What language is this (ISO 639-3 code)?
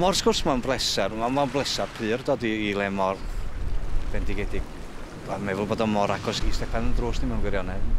cym